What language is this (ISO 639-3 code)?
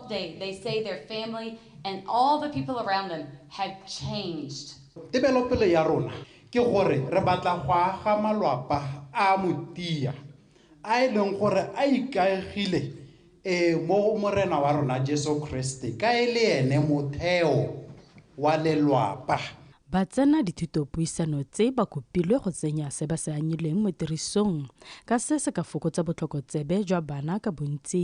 tsn